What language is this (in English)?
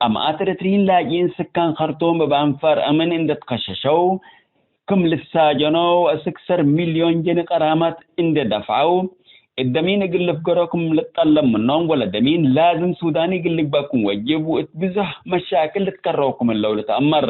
Tigre